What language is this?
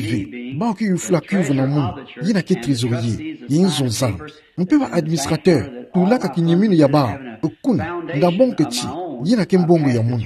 Kituba (Democratic Republic of Congo)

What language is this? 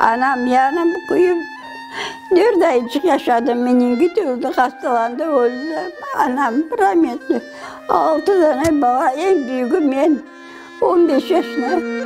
Crimean Tatar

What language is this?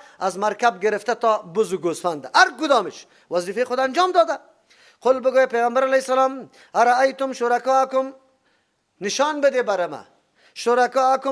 Persian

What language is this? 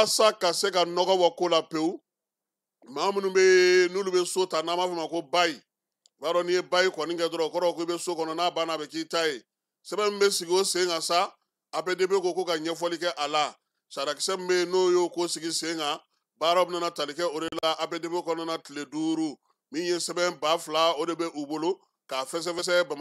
Bambara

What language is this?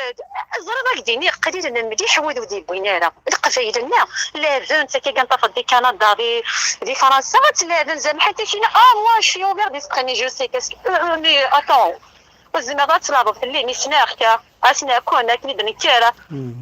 Kabyle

